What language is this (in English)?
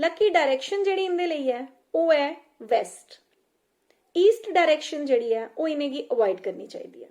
Dogri